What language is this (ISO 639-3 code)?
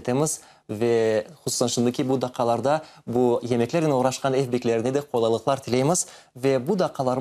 crh